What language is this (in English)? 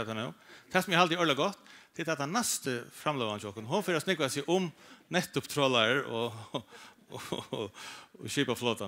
Faroese